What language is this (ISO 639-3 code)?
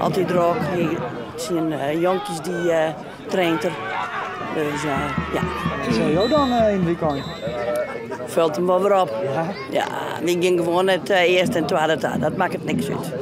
fry